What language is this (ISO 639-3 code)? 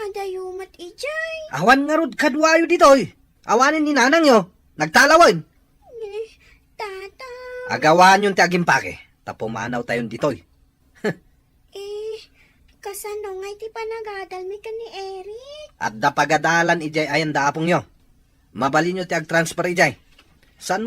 ilo